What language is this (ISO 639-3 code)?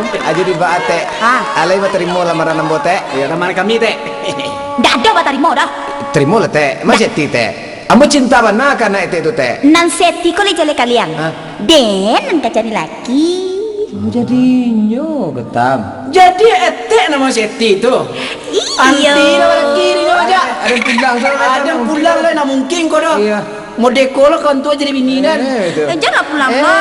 min